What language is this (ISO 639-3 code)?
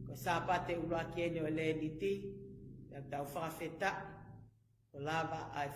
ton